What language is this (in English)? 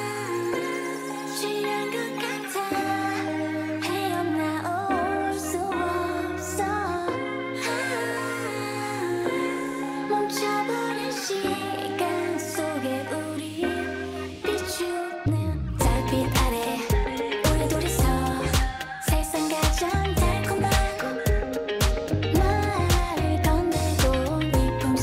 Korean